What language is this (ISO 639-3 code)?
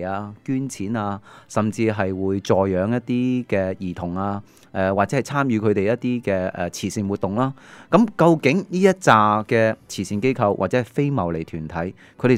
yue